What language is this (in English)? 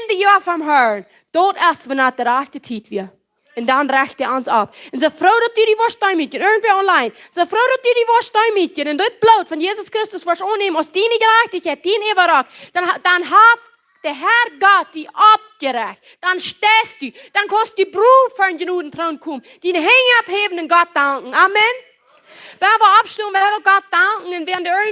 Plautdietsch